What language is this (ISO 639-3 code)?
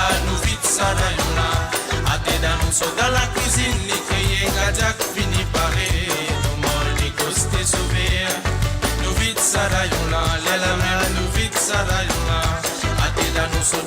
mfe